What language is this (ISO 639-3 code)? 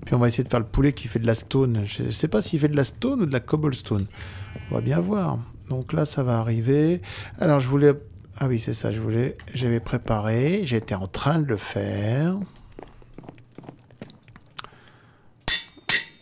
fra